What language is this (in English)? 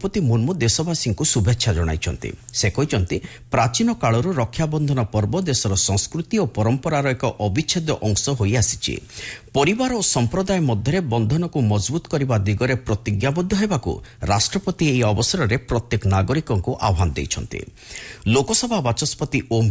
Odia